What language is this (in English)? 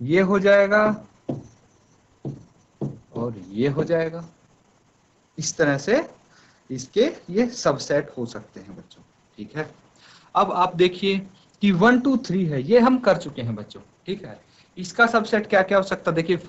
Hindi